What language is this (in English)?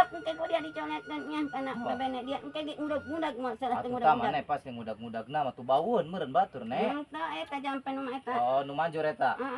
Sundanese